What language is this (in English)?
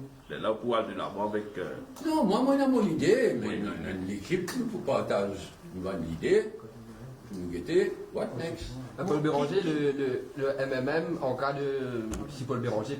Morisyen